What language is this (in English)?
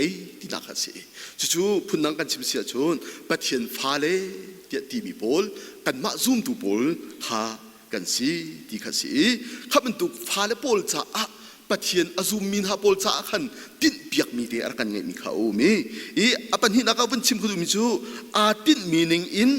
Hakha Chin